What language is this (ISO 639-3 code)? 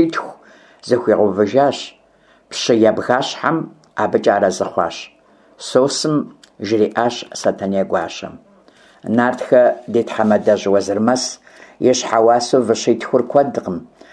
kbd